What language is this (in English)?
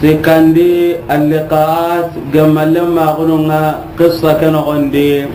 Soninke